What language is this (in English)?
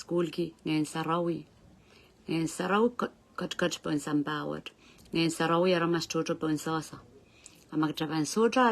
Pohnpeian